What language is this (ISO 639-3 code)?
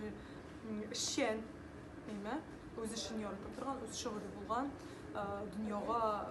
tat